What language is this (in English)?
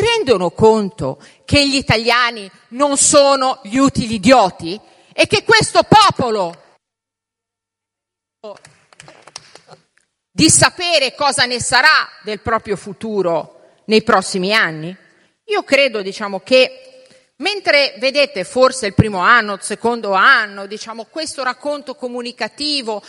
Italian